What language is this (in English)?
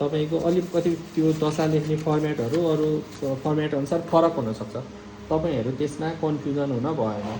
Nepali